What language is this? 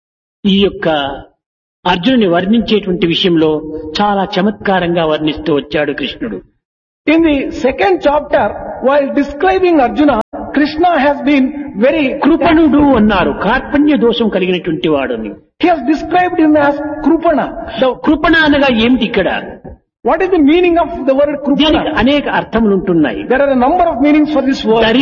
Telugu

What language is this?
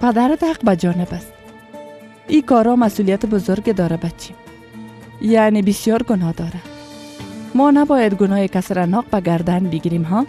Persian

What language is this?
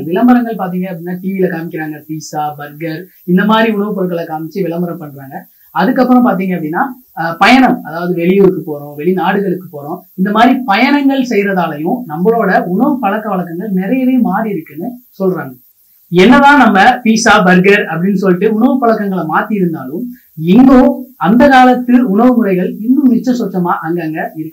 Tamil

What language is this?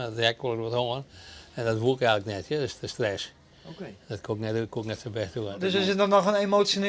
Western Frisian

